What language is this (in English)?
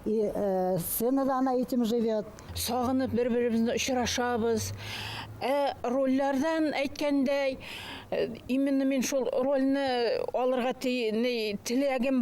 Bashkir